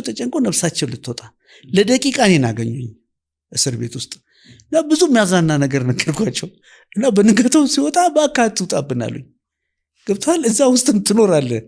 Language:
Amharic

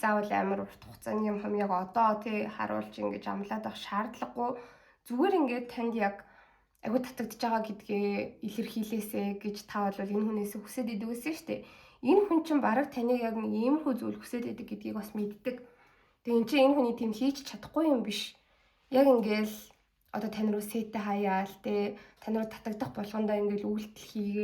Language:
Mongolian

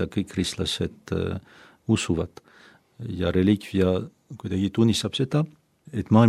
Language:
Estonian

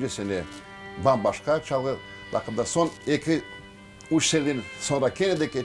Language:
Crimean Tatar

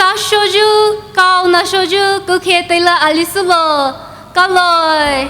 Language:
Poumei Naga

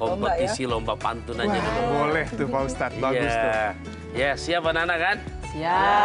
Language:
Indonesian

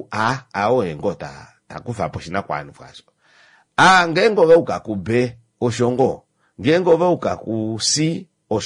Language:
Kuanyama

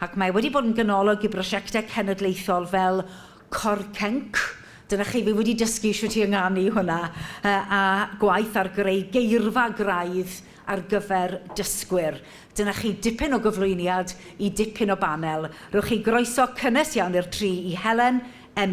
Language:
Welsh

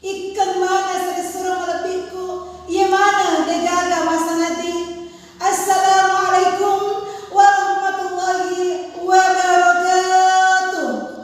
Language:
Buginese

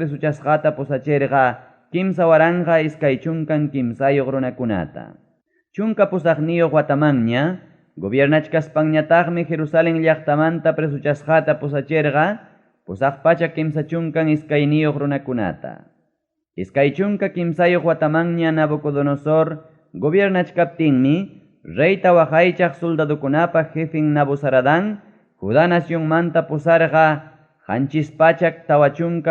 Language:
Ayacucho Quechua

